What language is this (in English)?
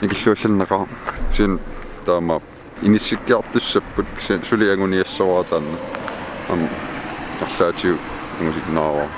Kalaallisut